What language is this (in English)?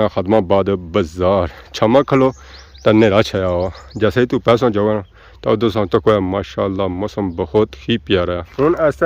Pahari-Potwari